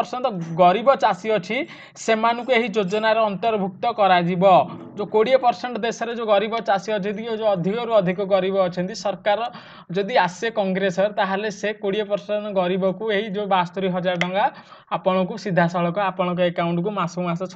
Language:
Odia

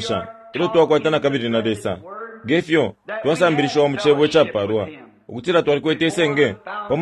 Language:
Bemba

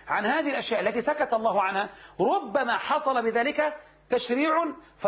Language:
Arabic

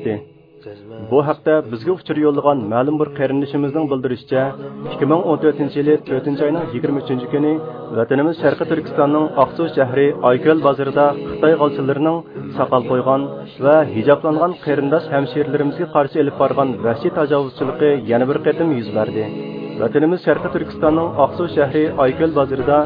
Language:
Uyghur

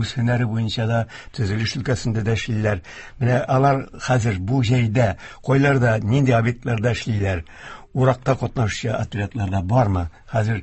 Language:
Tatar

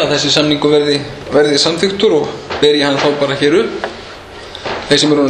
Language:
Icelandic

